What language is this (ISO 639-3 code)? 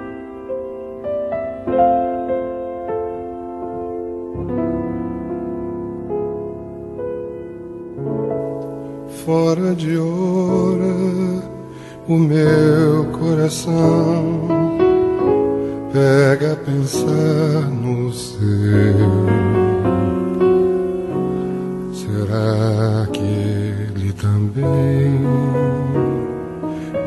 por